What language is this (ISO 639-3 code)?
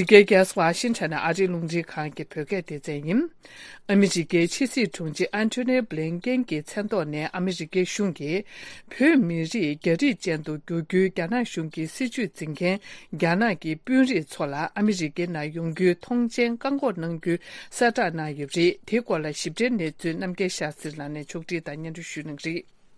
bod